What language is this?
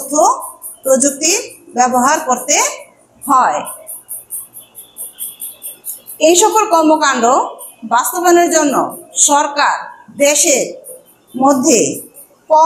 Bangla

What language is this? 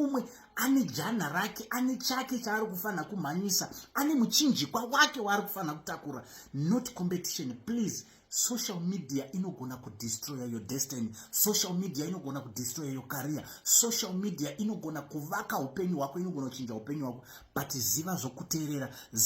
Shona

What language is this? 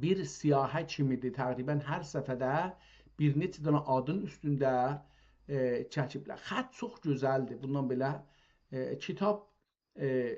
South Azerbaijani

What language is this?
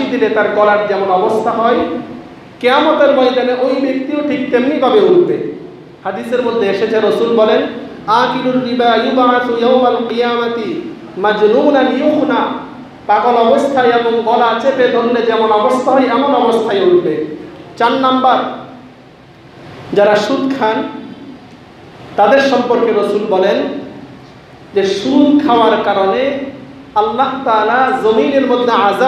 Bangla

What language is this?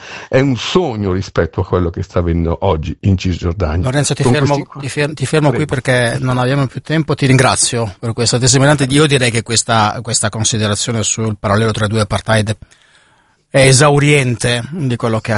Italian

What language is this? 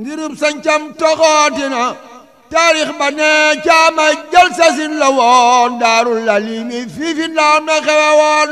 Wolof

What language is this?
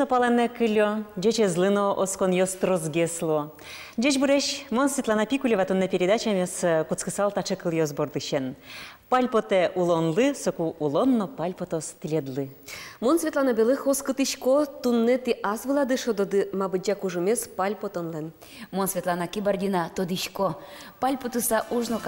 Udmurt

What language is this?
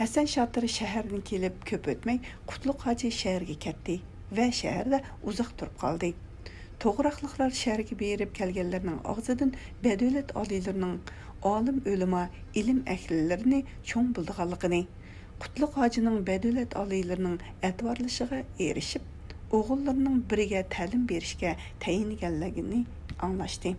Uyghur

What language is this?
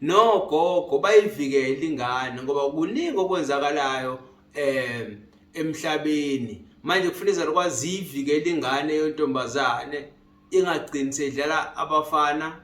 Zulu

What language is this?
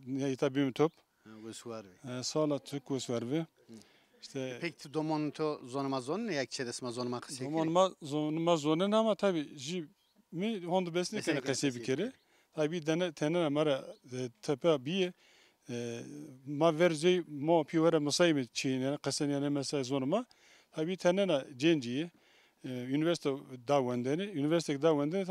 Zaza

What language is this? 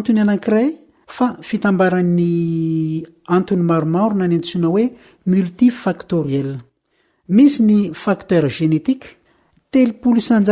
Malagasy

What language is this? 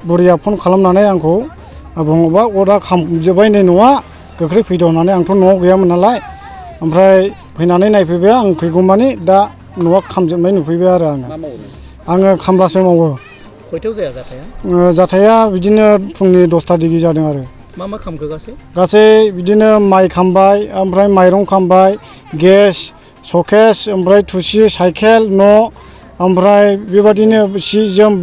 Bodo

